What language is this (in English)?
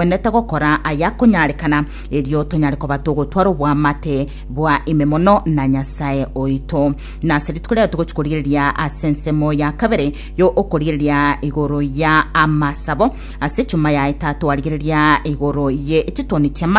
Gusii